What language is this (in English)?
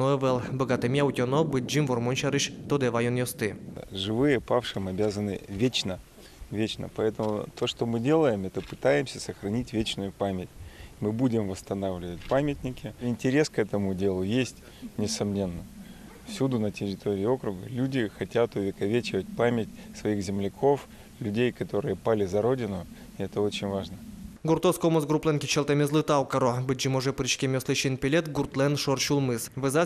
Udmurt